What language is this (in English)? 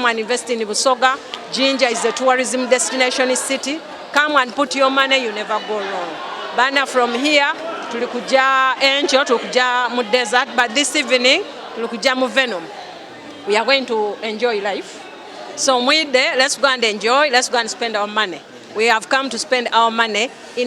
Soga